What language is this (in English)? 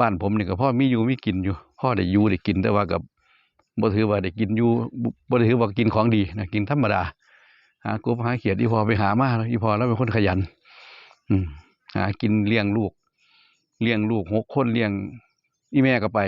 Northeastern Thai